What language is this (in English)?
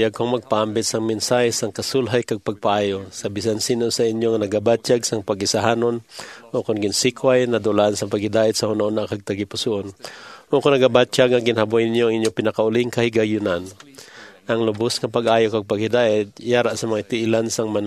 Hiligaynon